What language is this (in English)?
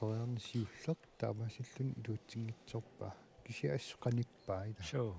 Kalaallisut